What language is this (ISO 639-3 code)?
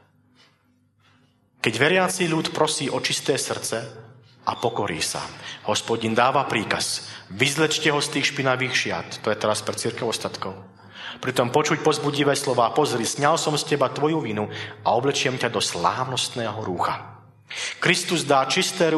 slk